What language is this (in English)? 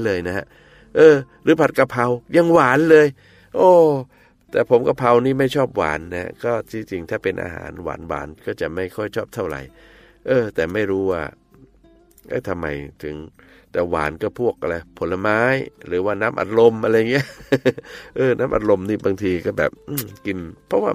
Thai